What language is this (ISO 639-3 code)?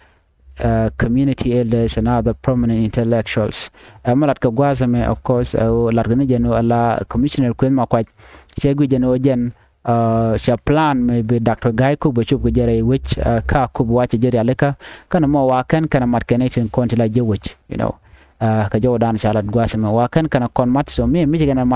nus